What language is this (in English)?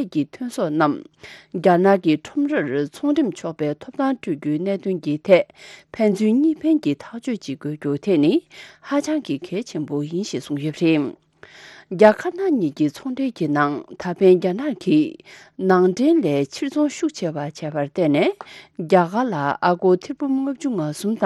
Tibetan